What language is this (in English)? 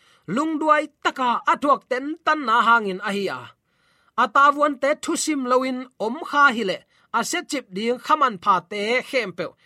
Tedim Chin